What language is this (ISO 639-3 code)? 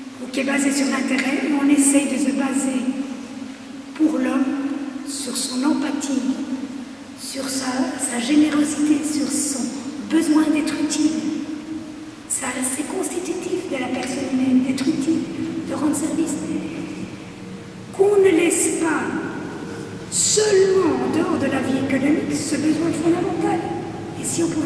fra